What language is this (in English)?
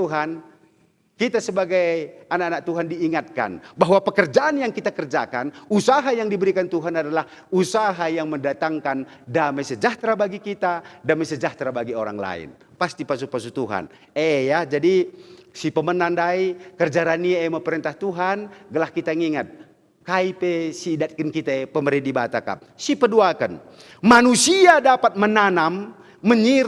Batak Karo